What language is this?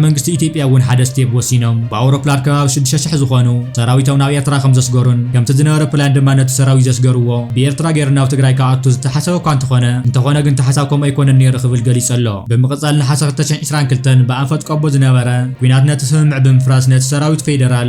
Tigrinya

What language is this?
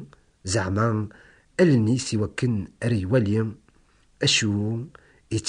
Kabyle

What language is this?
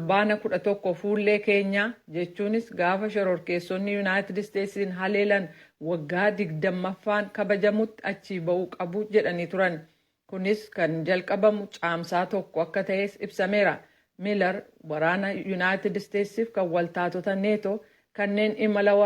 Oromo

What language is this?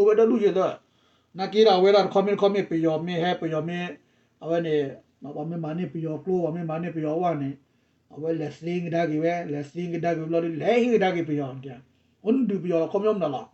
S'gaw Karen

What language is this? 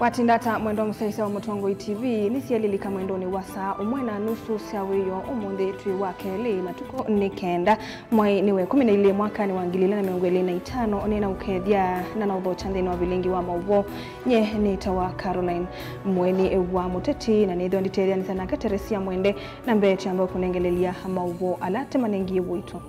Kamba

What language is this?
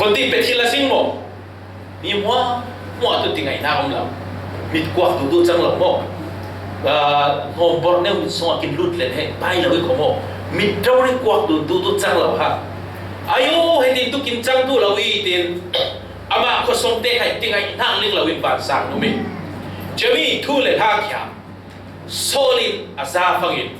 Falam Chin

